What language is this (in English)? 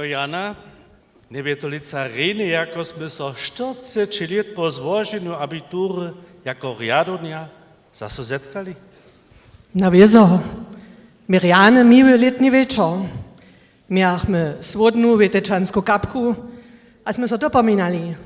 Upper Sorbian